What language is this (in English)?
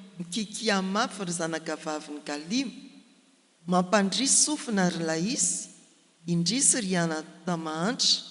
Malagasy